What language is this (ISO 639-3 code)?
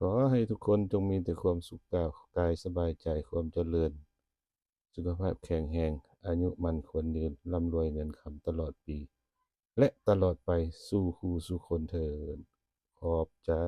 lao